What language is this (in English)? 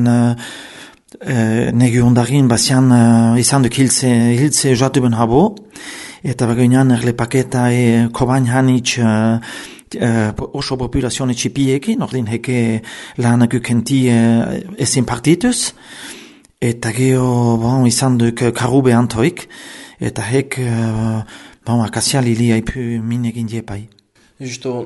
Basque